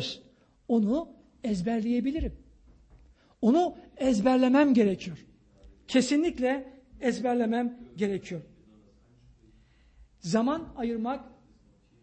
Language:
Turkish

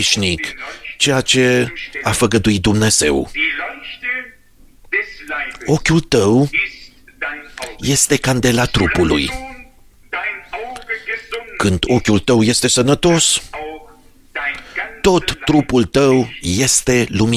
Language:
Romanian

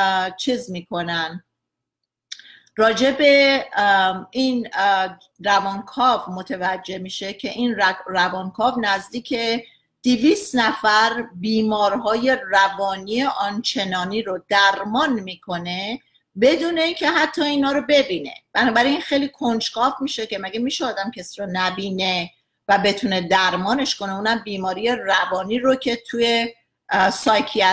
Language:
Persian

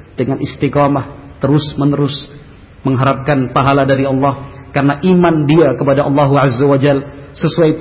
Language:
Indonesian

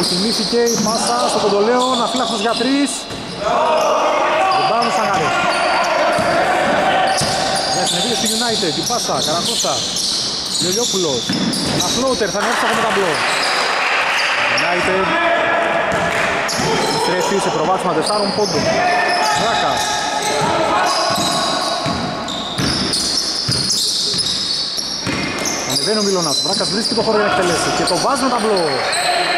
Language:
Greek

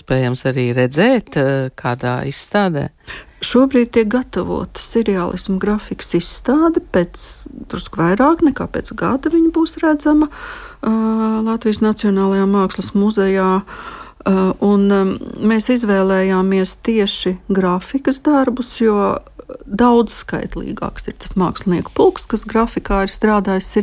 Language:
Latvian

